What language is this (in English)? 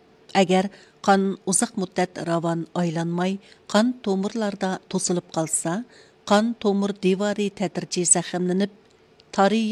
Uyghur